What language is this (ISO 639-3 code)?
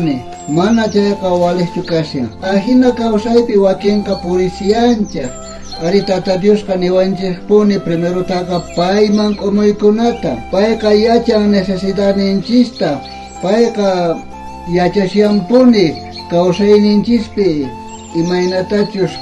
quh